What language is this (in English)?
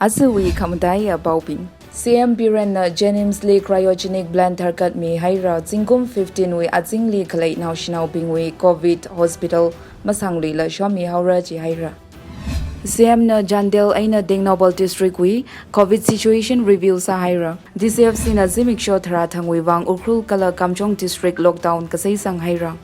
Tangkhul Naga (India)